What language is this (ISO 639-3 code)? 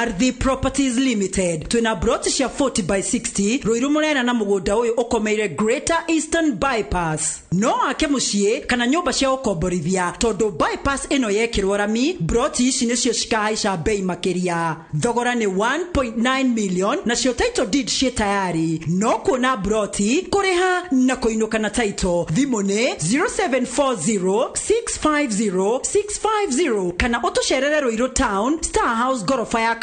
kik